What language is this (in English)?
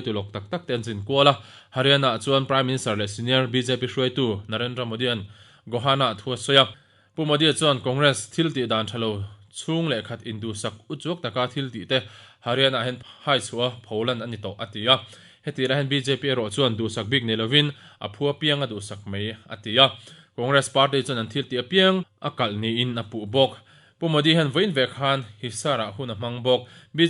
Mizo